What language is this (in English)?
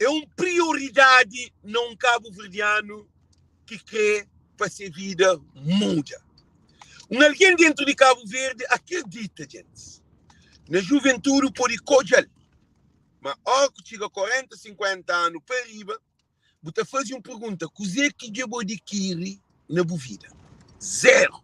Kabuverdianu